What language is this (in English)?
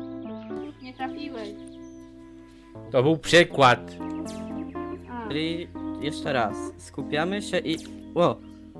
Polish